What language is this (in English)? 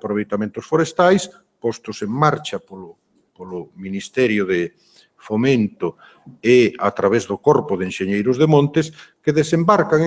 Galician